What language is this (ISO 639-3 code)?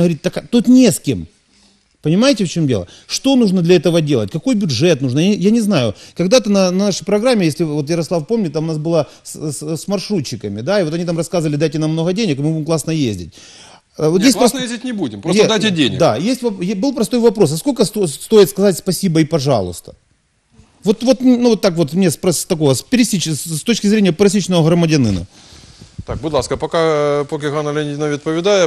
ukr